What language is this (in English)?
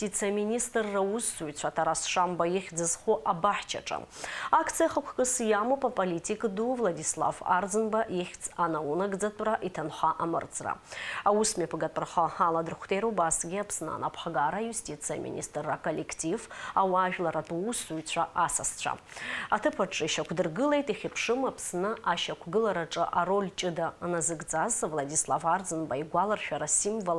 Abkhazian